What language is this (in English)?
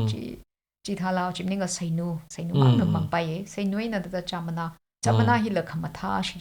Tangkhul Naga (India)